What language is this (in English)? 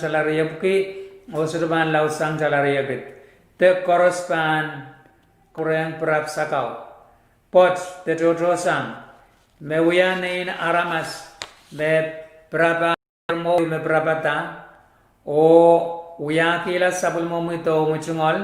Pohnpeian